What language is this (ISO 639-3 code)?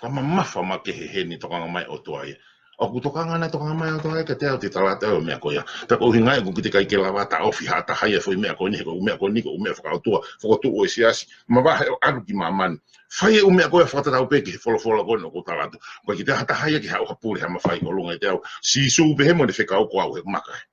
ton